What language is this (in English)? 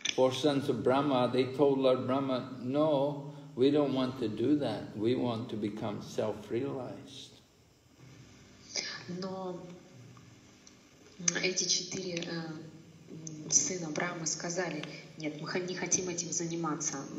Russian